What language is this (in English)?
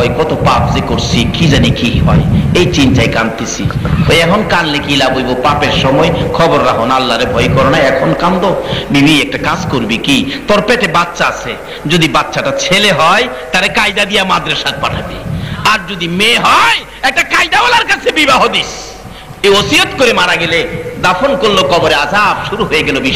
Bangla